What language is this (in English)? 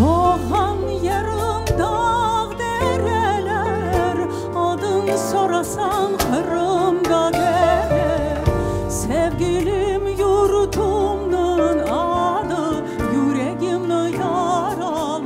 Crimean Tatar